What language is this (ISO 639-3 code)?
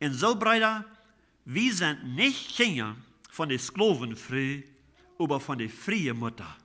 pdt